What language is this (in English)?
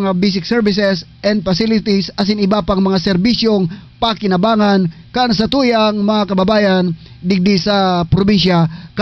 Bikol